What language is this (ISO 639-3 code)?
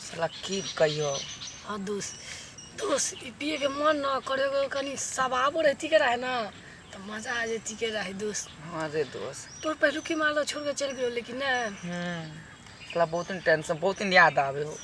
mai